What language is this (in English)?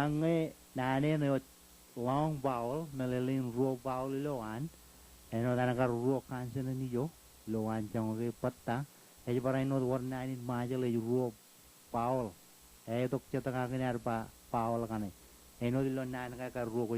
Marshallese